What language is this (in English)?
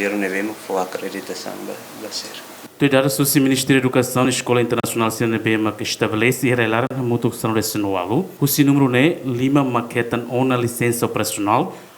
Tetum